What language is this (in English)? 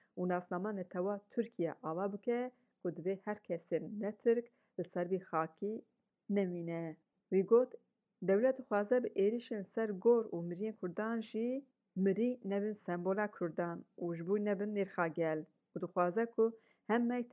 Kurdish